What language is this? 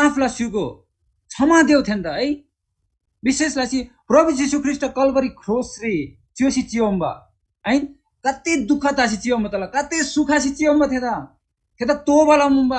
Eastern Tamang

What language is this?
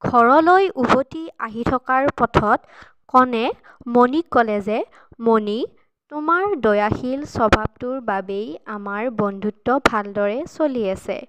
Assamese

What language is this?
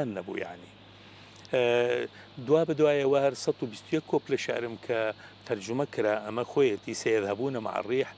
Central Kurdish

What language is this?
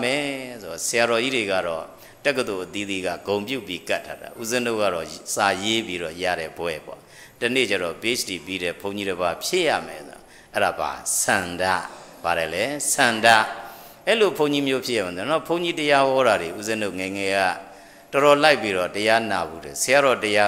Burmese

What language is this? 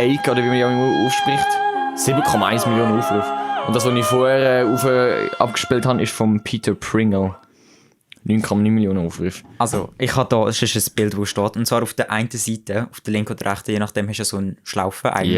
Swiss German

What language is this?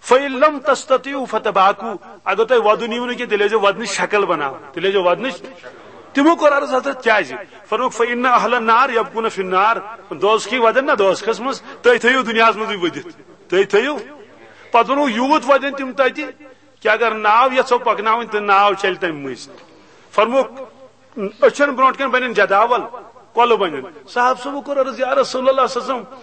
Kashmiri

